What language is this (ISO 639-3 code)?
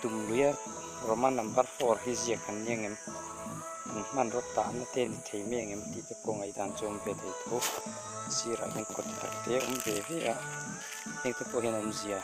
lus